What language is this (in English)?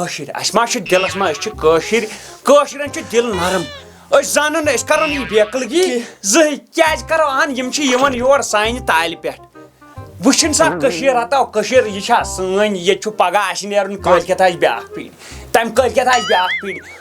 Kashmiri